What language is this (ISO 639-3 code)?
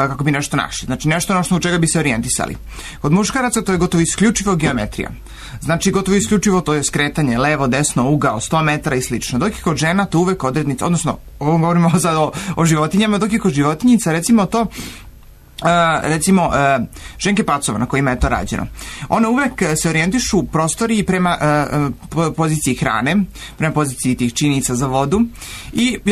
srp